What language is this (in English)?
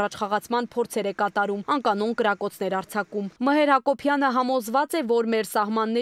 Armenian